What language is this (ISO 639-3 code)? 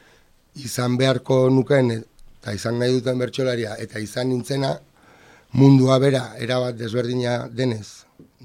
eus